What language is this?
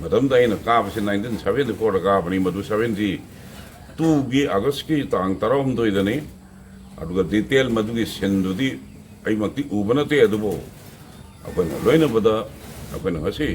Manipuri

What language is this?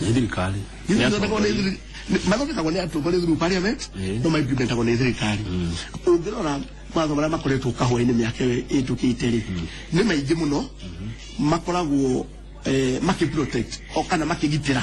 Kikuyu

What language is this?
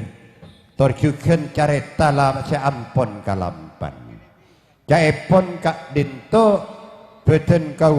Madurese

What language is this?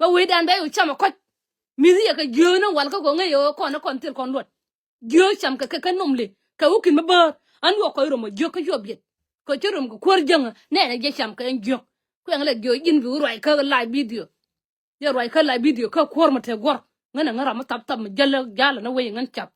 Nuer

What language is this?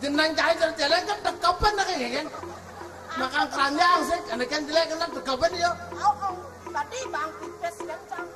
Balinese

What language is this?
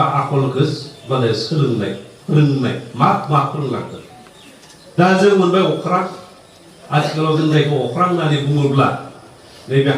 Bodo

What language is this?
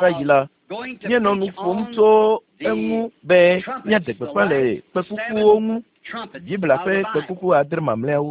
Ewe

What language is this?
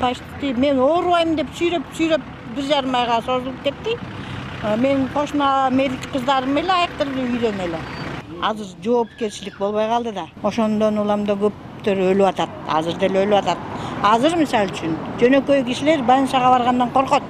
Kyrgyz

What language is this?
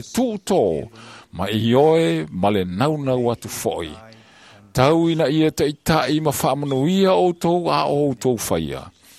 Samoan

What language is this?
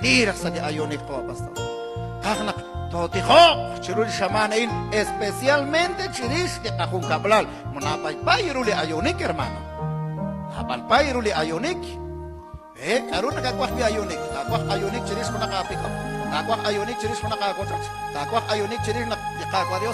Kekchí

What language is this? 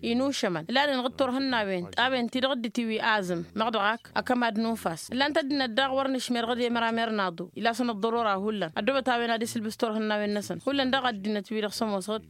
Tamasheq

